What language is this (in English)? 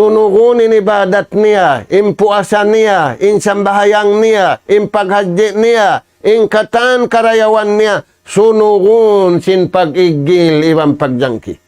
Tausug